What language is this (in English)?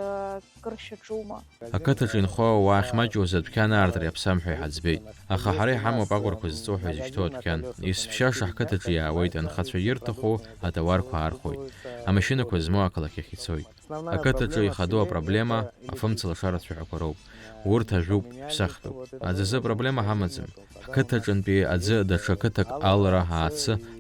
Abkhazian